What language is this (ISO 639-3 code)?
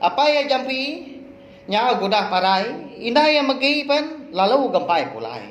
iba